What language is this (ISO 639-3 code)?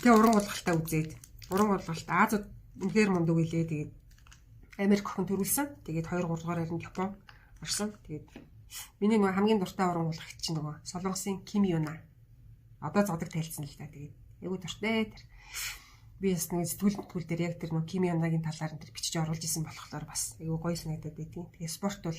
mon